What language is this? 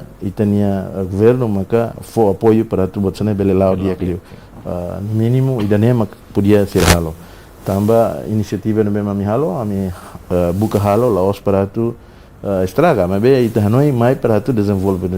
Tetum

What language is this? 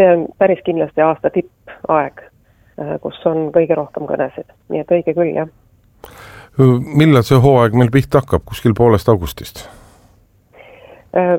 Estonian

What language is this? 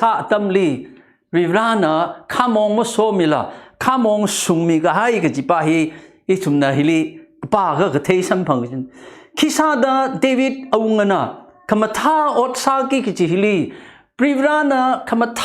Tangkhul Naga (India)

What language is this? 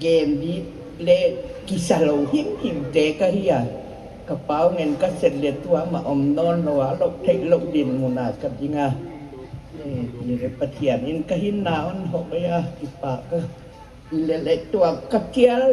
Paite Chin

